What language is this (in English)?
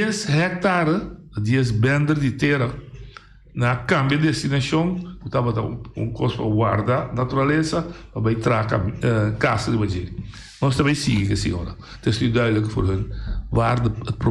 Papiamento